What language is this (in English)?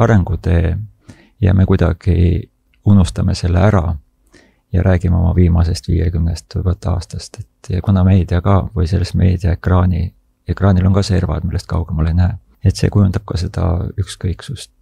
Estonian